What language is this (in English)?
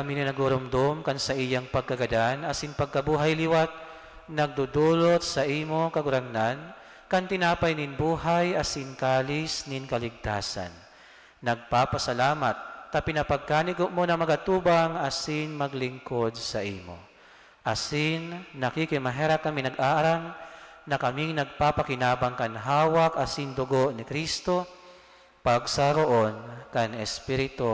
Bikol